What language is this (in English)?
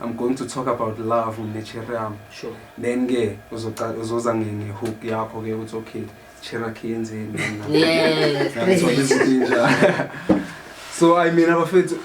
Zulu